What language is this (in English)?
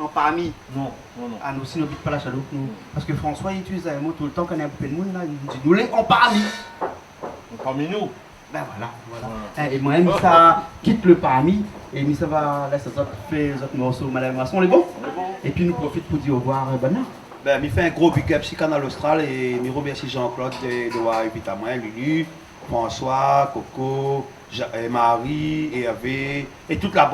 Réunion Creole French